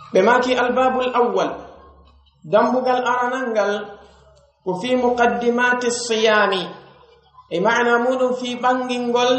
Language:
Pular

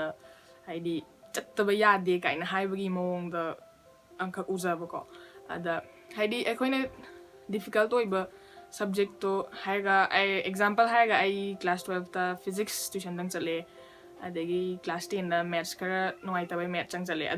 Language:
Manipuri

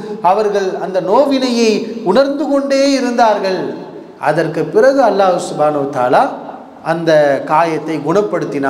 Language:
Tamil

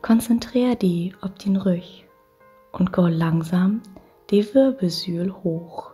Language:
Low German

